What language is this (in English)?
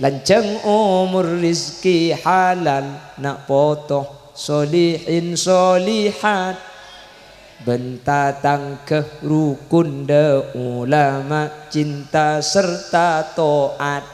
Madurese